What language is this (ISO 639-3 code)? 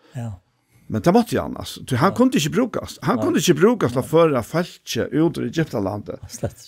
fao